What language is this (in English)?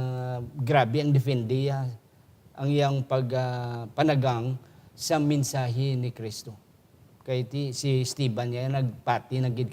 Hiligaynon